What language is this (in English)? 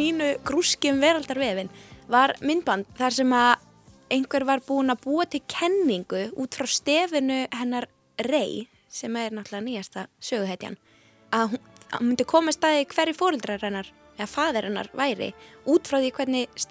Icelandic